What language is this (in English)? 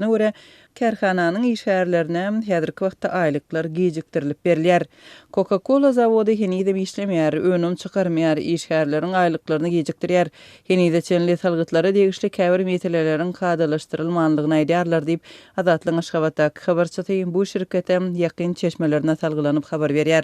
Turkmen